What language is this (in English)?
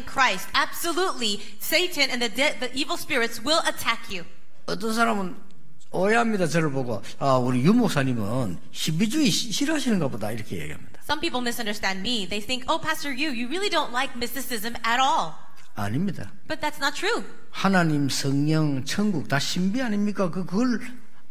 Korean